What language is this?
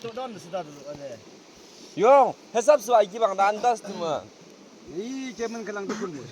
Yimchungru Naga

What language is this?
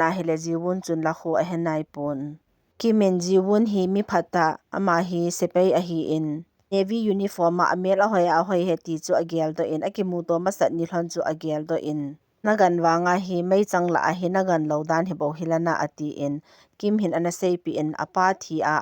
Thado Chin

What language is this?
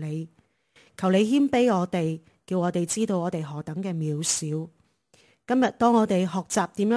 Cantonese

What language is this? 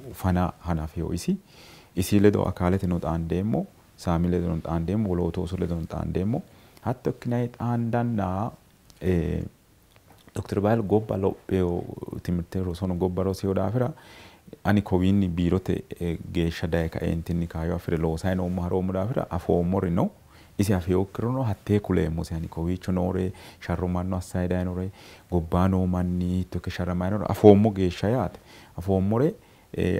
Sidamo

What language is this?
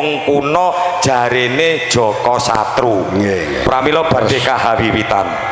Javanese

